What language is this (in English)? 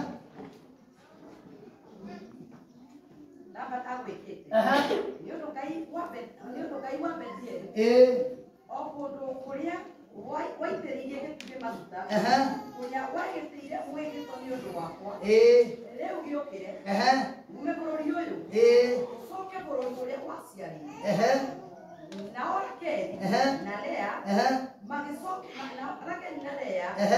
Kikuyu